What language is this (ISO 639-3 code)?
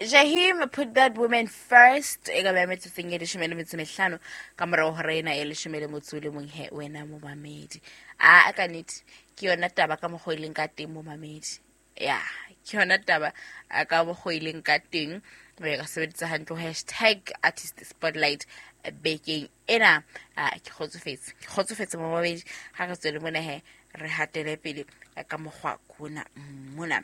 sot